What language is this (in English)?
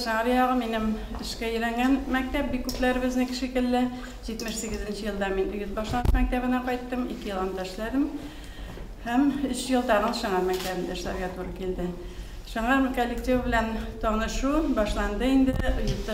Tatar